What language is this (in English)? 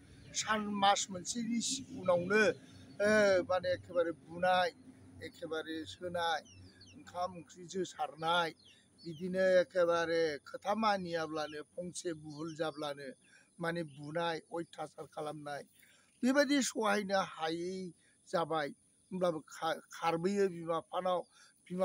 Bodo